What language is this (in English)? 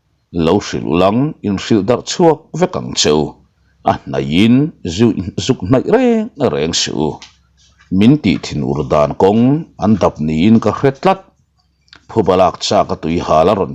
Mizo